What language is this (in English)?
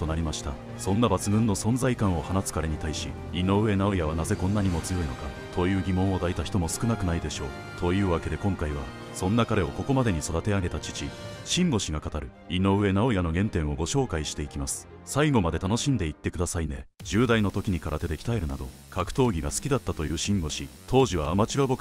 Japanese